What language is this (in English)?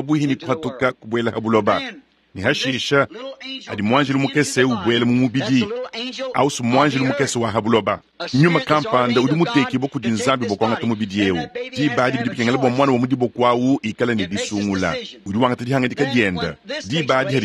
Luba-Lulua